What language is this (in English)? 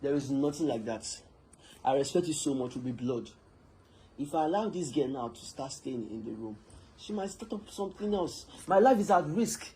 Nigerian Pidgin